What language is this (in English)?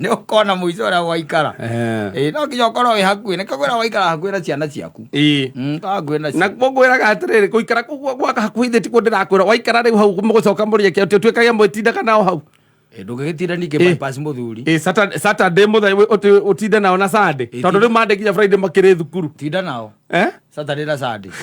Kikuyu